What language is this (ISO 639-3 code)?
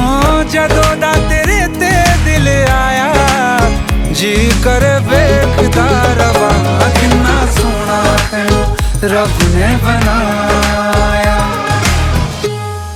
hin